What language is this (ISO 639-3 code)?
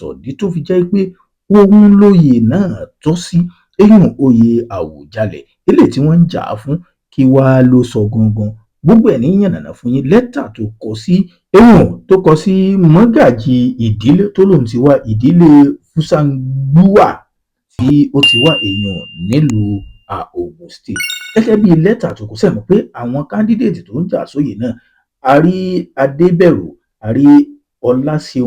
yor